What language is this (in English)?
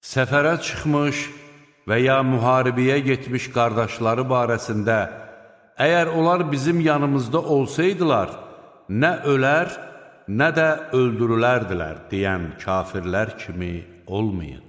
Azerbaijani